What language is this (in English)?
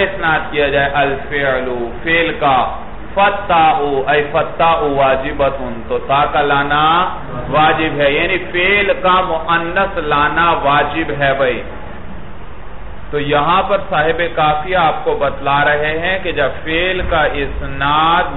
Urdu